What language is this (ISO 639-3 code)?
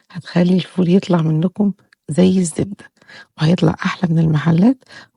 arz